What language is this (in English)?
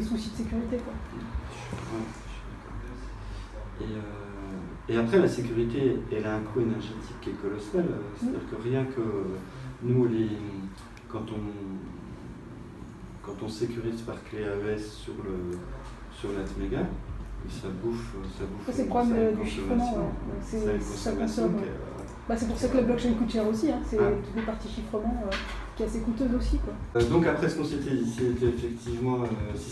French